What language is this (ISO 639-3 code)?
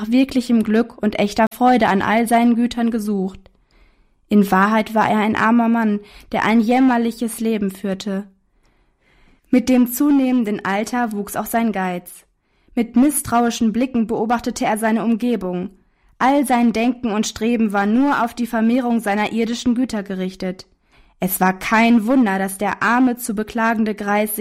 deu